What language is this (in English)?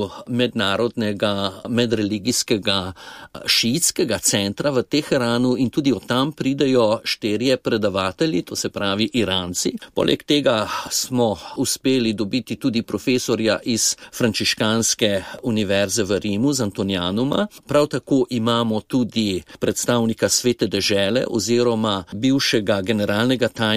Slovenian